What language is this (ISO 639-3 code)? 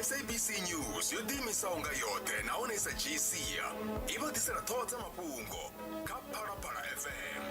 ven